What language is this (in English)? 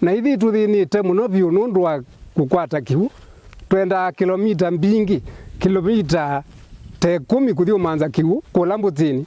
Kamba